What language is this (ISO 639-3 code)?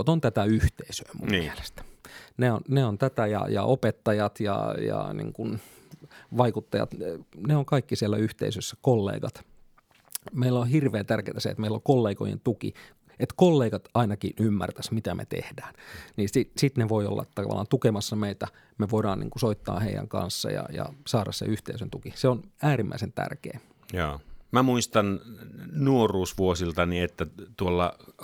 fin